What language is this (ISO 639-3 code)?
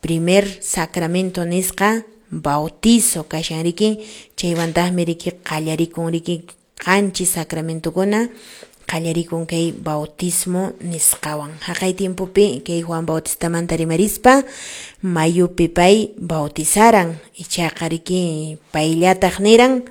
que